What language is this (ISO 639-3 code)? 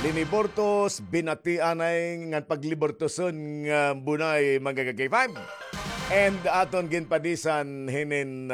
war